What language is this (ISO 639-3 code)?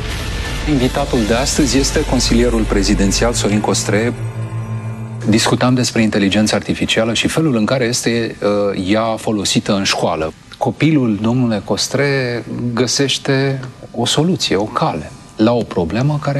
ron